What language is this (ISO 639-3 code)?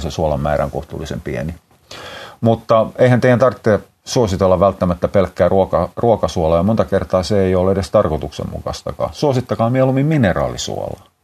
fin